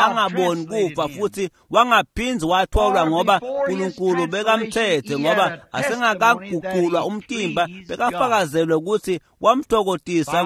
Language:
Swati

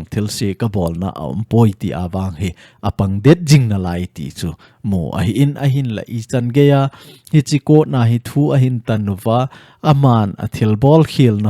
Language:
Thado Chin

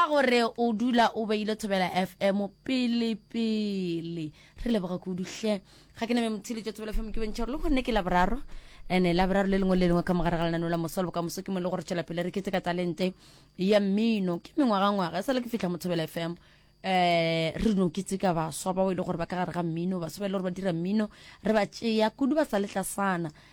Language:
Northern Sotho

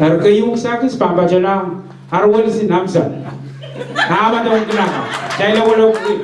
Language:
Pohnpeian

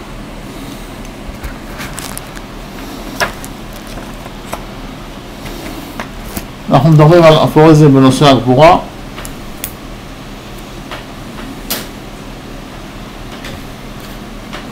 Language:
Hebrew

